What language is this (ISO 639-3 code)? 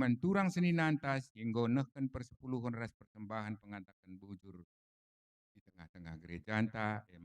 btx